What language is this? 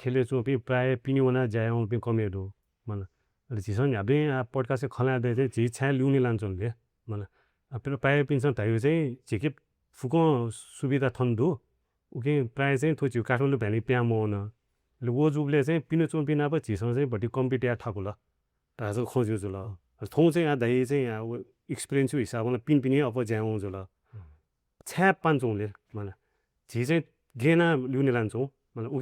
Newari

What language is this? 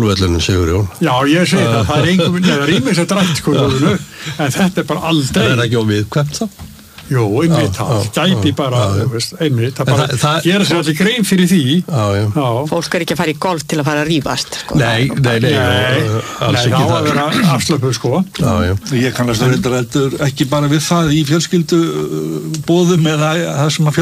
Icelandic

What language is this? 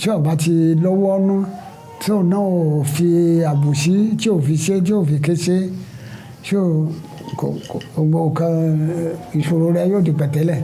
Yoruba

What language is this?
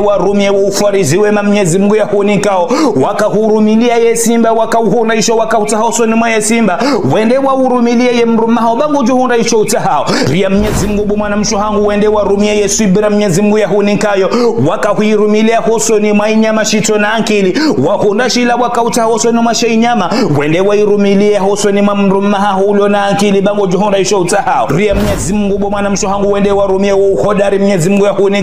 Ngazidja Comorian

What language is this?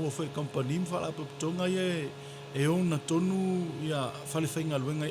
Samoan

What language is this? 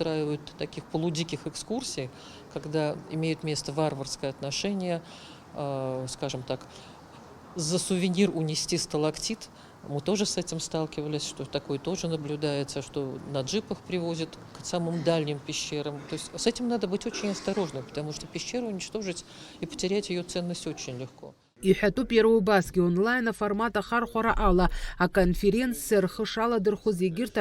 Abkhazian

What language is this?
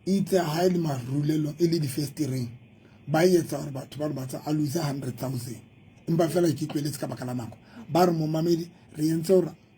Southern Sotho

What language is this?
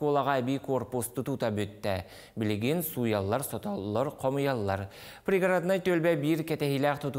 Yakut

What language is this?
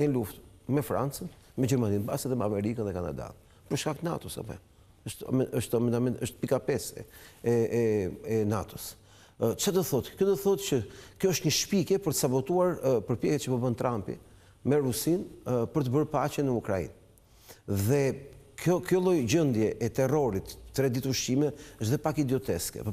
Albanian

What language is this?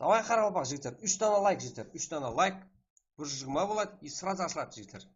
Kara-Kalpak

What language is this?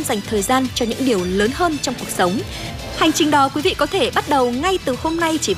Vietnamese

